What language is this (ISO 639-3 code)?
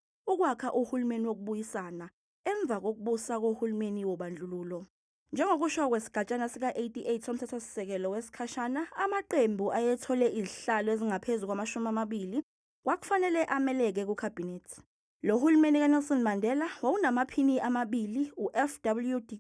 zul